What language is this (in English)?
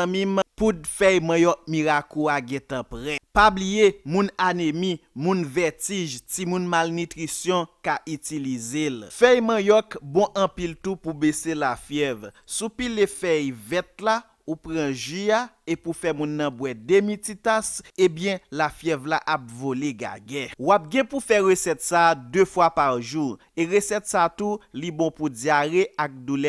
Haitian Creole